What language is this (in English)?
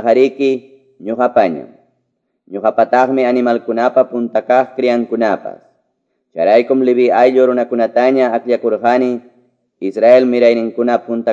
Quechua